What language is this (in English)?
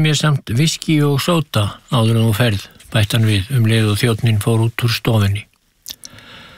Icelandic